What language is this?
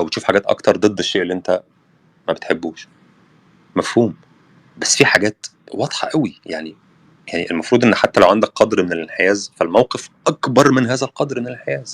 Egyptian Arabic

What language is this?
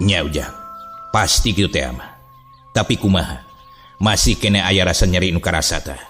Sundanese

